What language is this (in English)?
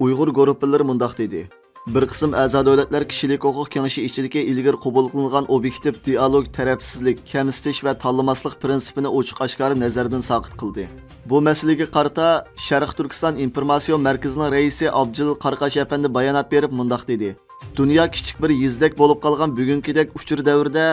Uyghur